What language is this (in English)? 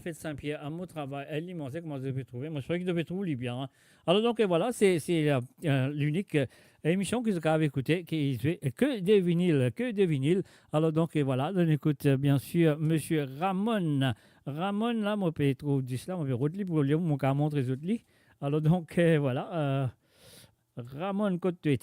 Morisyen